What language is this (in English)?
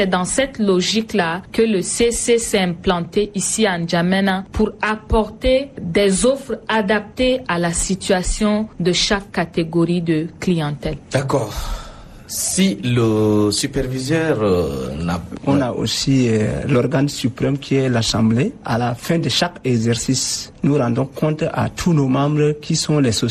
French